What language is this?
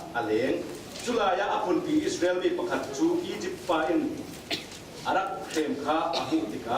Falam Chin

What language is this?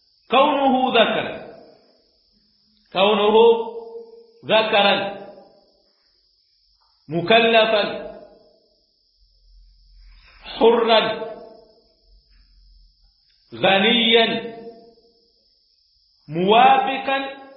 Swahili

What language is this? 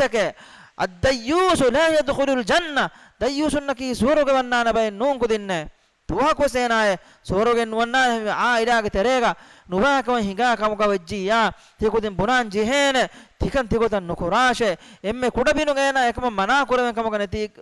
Divehi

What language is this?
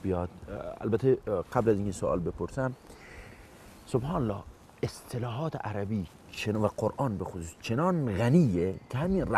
Persian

